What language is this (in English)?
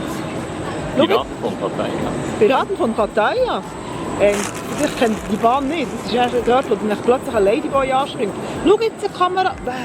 Swiss German